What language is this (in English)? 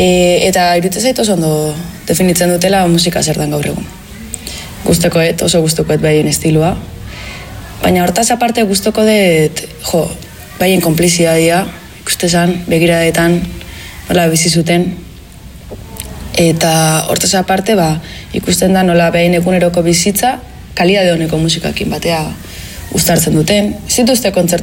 Basque